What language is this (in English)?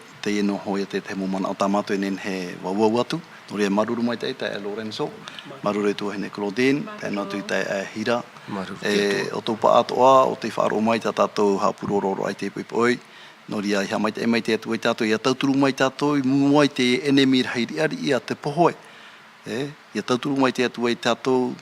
Tahitian